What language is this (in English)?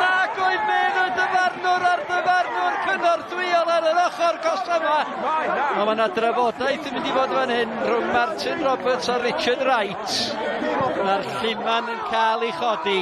Welsh